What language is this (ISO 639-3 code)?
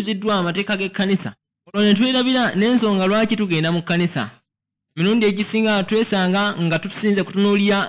lug